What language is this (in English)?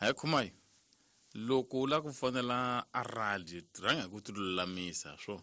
Tsonga